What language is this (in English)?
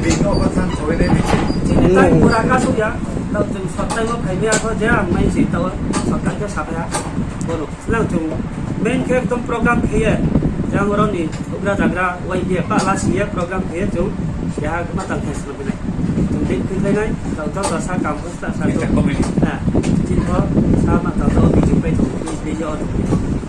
Riang (India)